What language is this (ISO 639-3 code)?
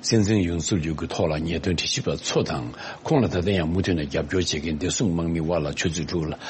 bod